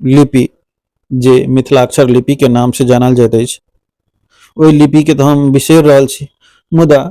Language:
Maithili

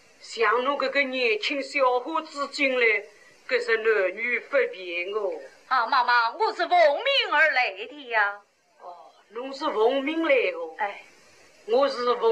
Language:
Wu Chinese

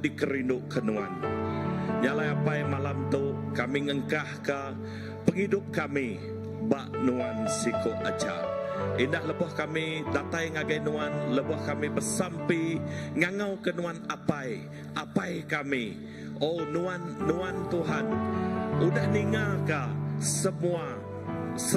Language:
Iban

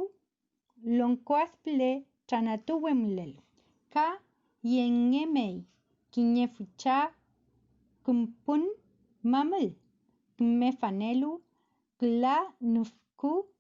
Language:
Mapuche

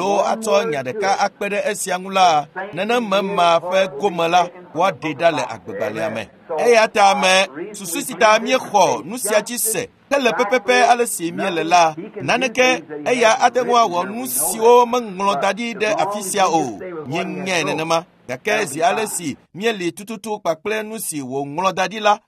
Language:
Ewe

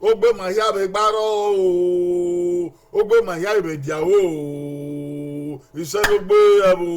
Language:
Bini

